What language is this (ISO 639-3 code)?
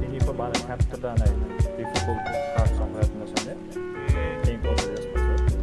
kaa